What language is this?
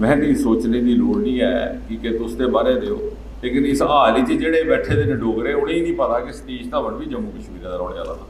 Dogri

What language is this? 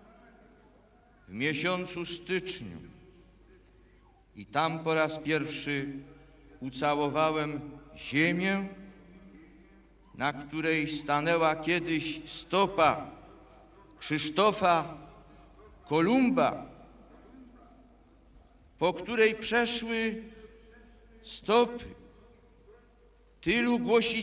Polish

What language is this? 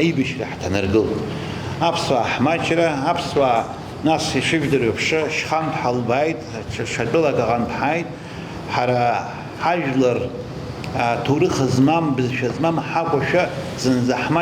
Abkhazian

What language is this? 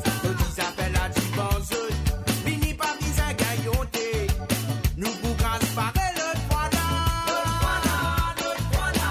Morisyen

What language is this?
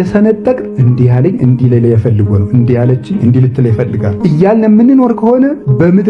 Amharic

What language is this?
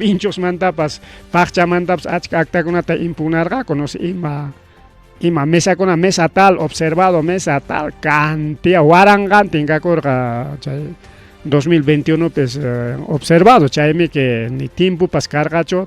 Ayacucho Quechua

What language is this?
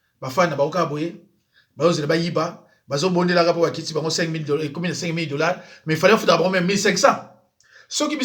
Lingala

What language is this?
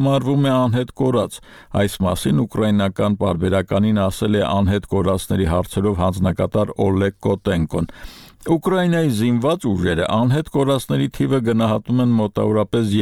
Armenian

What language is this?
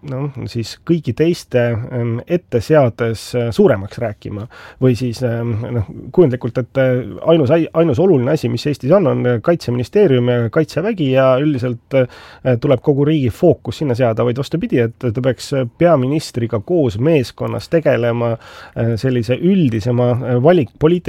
Estonian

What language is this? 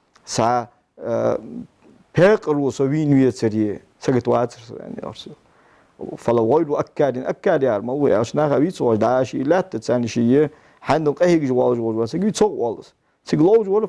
Ingush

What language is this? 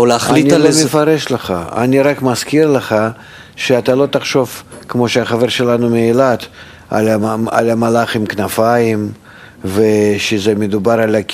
Hebrew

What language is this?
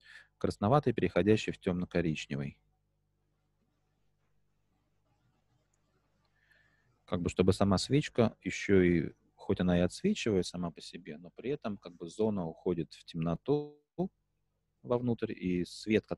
Russian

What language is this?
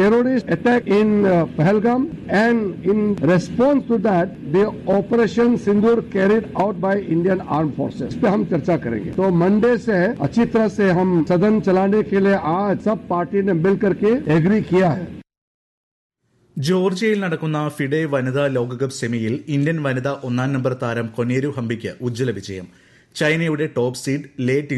Malayalam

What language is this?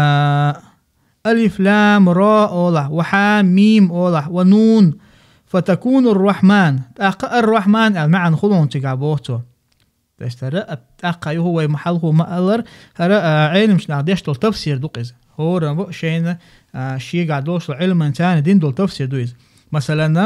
Chechen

